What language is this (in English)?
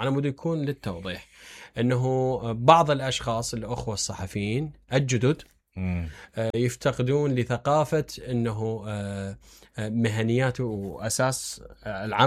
Mesopotamian Arabic